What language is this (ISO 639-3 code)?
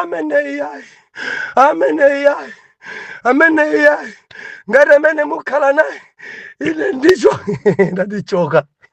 nya